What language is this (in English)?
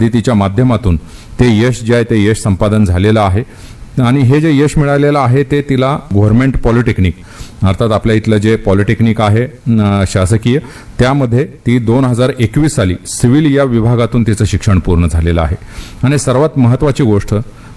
Marathi